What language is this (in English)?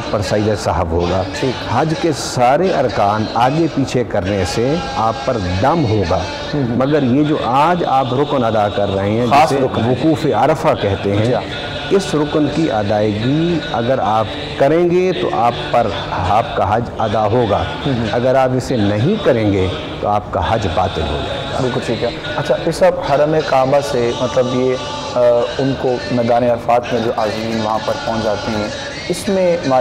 Urdu